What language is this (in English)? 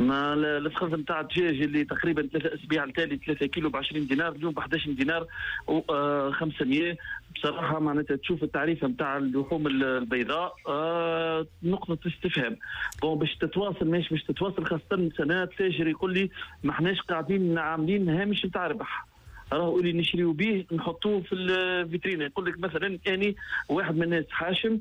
Tunisian Arabic